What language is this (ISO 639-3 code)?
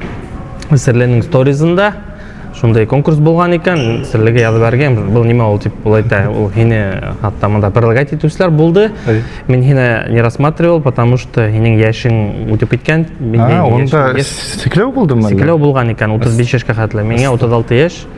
bak